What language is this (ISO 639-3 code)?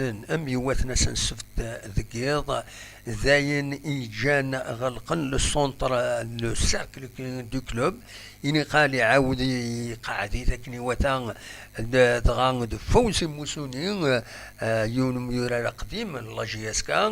kab